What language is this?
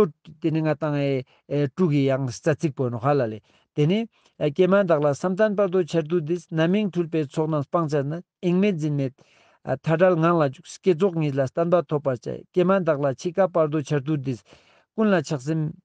Ladakhi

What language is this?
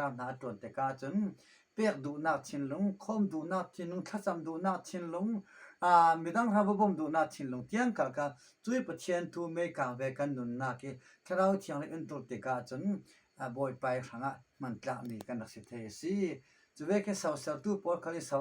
Falam Chin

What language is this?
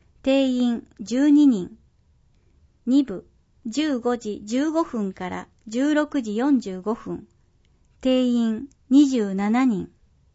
Japanese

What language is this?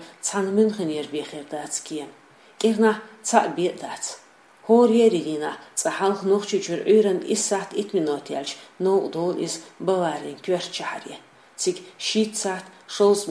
Chechen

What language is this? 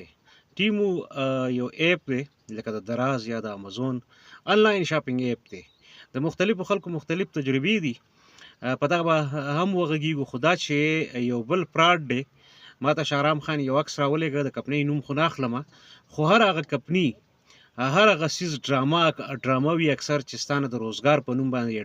Pashto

